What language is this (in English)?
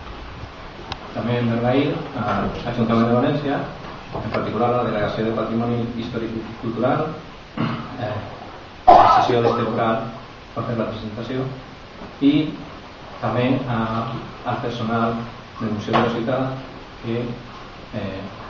Catalan